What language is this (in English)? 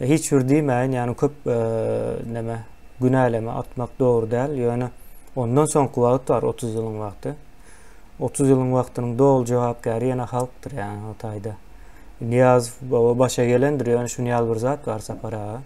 Turkmen